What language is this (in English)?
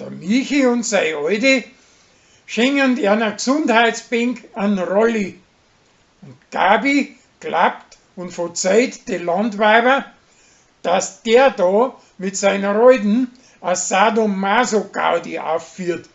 Bavarian